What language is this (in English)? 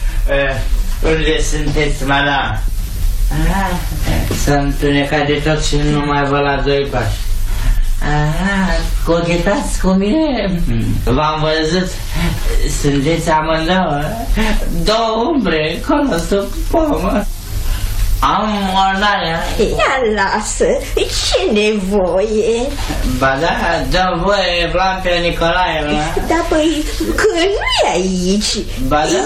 Romanian